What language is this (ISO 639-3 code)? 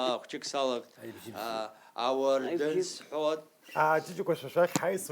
abk